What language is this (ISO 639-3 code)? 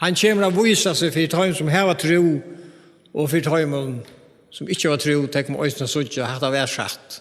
fao